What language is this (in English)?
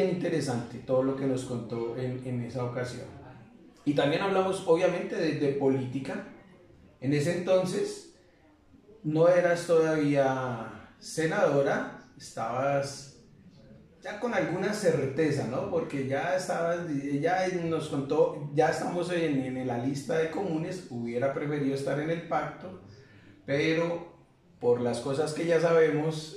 Spanish